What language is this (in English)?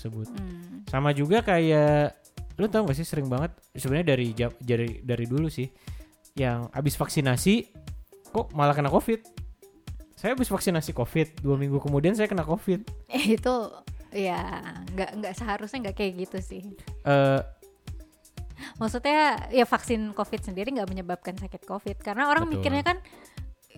Indonesian